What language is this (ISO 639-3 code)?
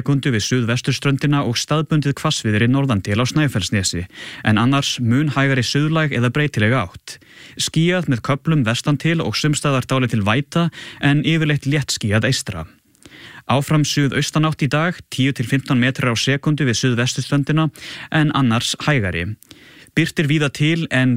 isl